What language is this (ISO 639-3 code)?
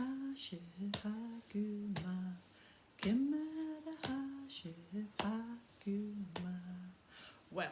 gla